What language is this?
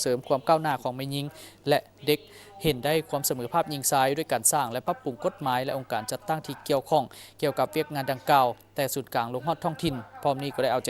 Lao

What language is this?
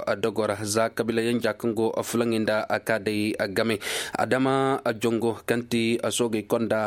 Koyraboro Senni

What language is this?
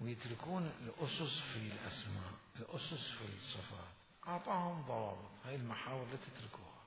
Mesopotamian Arabic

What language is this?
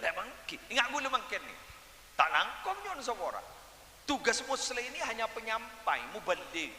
Madurese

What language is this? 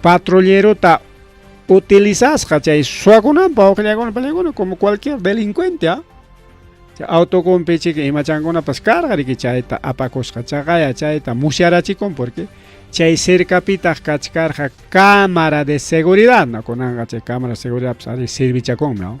Ayacucho Quechua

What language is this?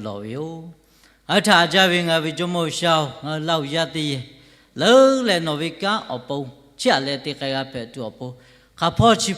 Lahu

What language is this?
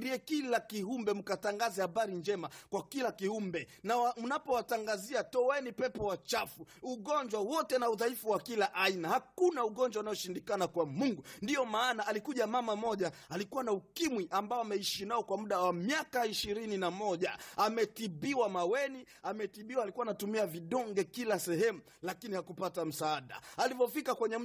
Swahili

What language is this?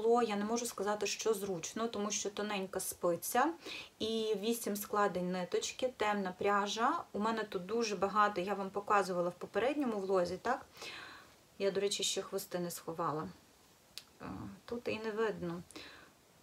Ukrainian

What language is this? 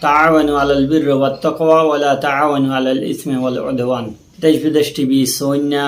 Rohingya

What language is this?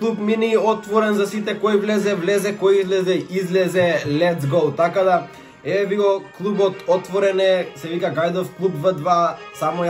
Macedonian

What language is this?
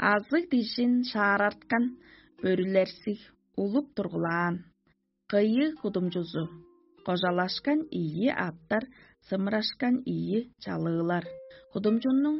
Tuvinian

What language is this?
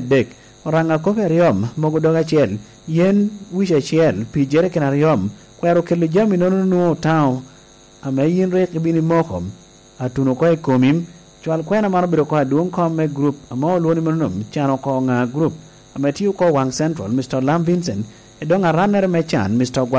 Lango (Uganda)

